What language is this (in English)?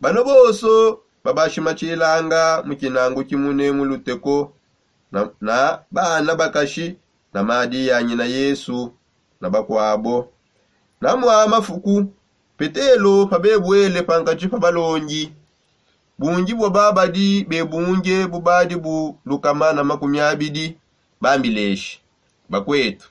Songe